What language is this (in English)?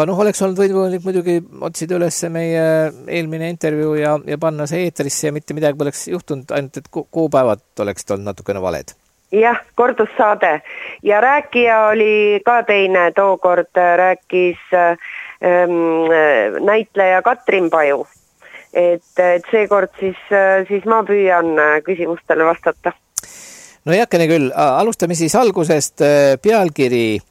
Estonian